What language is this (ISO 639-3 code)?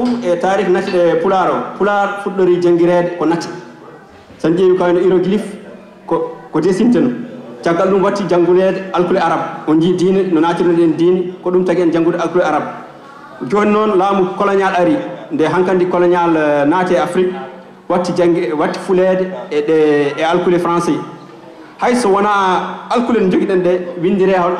ful